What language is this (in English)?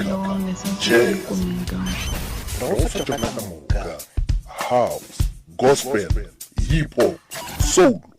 Northern Sotho